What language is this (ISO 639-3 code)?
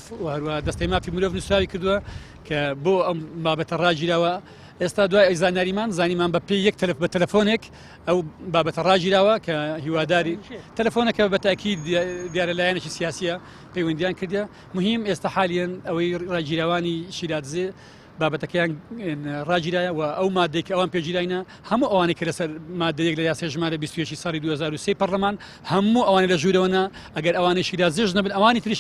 ckb